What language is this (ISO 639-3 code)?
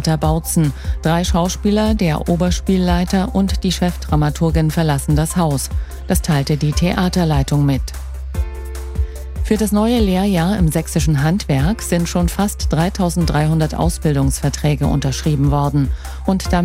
deu